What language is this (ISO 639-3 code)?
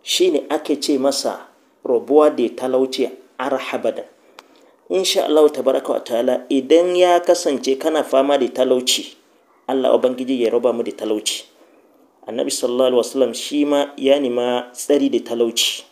hau